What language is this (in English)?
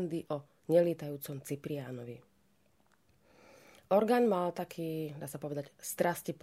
Slovak